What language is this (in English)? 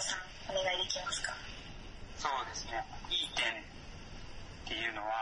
Japanese